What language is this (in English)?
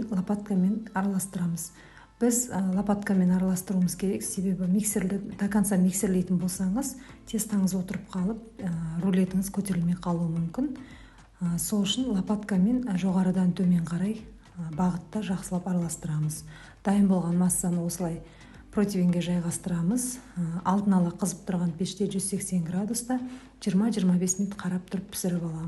Kazakh